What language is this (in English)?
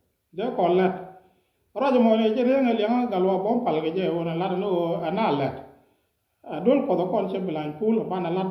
Nuer